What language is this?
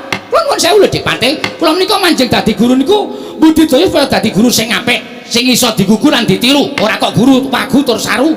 Javanese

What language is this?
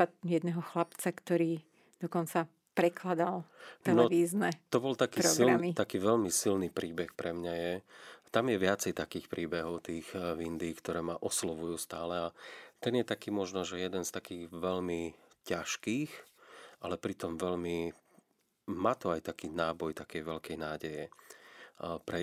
Slovak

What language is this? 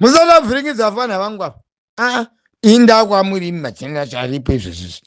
Shona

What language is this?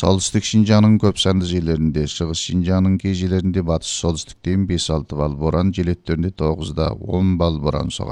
Kyrgyz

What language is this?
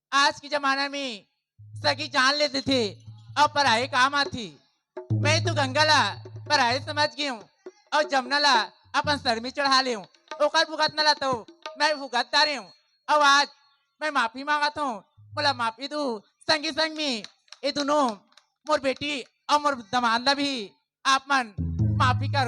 Chhattisgarhi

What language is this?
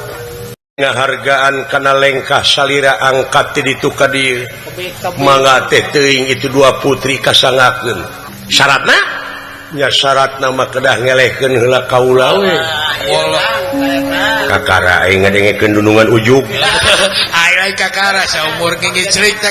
Sundanese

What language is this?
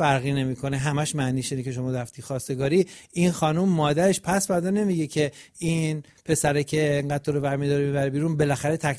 Persian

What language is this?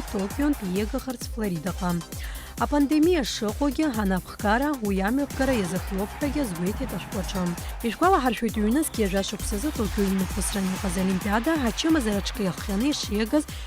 Abkhazian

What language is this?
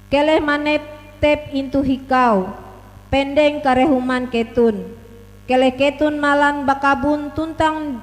Ngaju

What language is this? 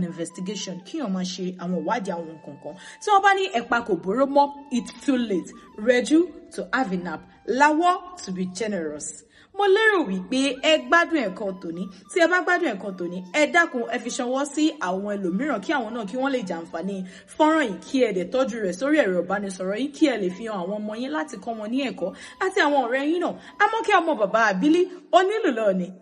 Yoruba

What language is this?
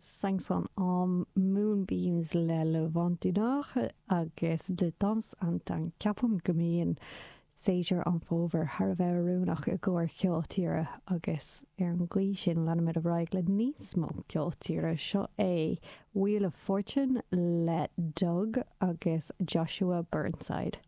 Irish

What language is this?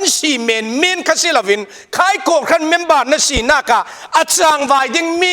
Falam Chin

